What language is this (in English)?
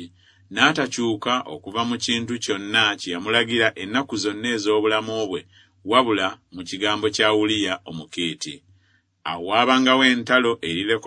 Ganda